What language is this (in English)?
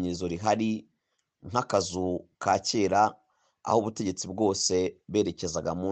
Kinyarwanda